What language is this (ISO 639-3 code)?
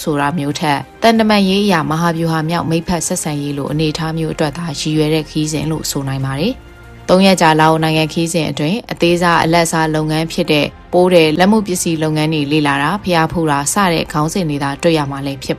mya